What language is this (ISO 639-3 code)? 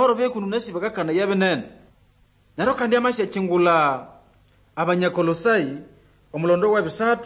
nnb